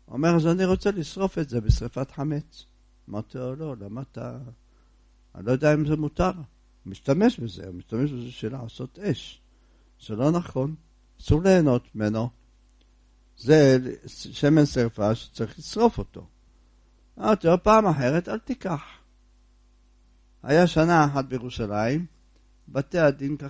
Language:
Hebrew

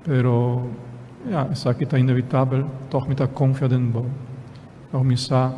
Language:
Papiamento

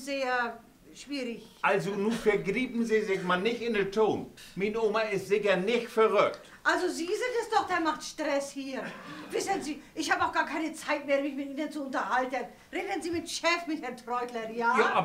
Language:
Low German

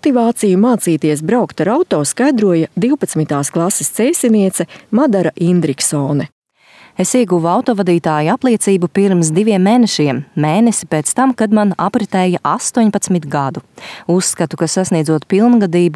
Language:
Latvian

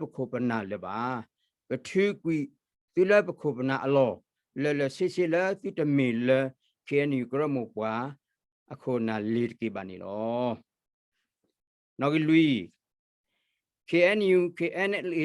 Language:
S'gaw Karen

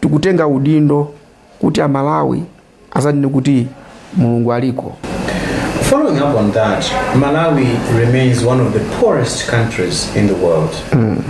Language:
Nyanja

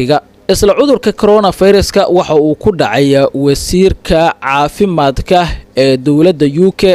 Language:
Somali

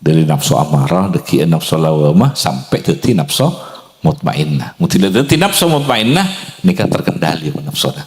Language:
Madurese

